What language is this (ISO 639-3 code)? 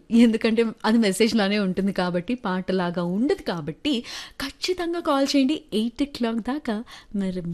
tel